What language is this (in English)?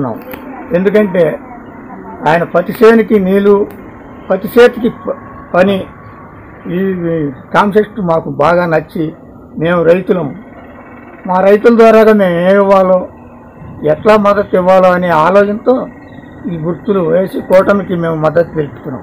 Telugu